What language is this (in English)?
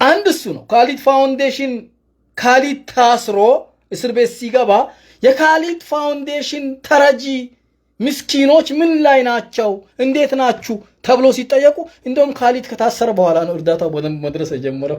Amharic